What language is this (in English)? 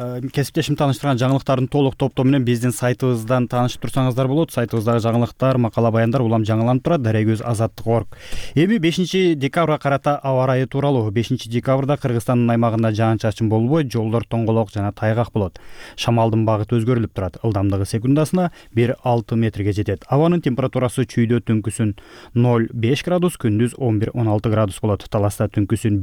Kyrgyz